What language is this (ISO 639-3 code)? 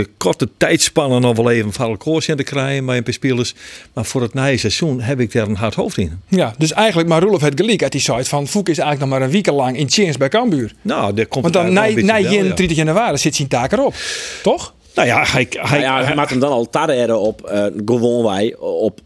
fry